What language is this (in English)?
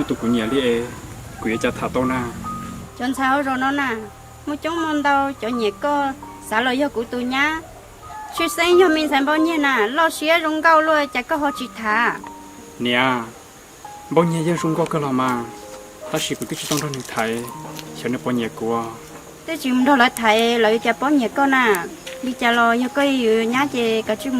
Hmong